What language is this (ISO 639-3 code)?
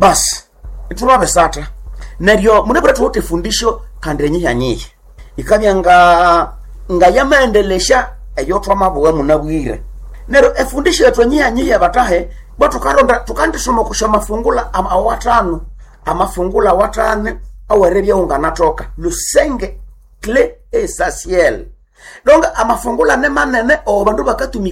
nnb